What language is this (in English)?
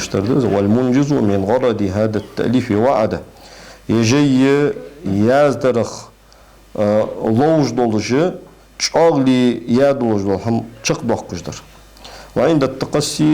Ingush